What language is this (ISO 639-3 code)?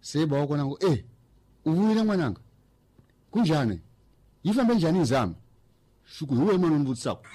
tso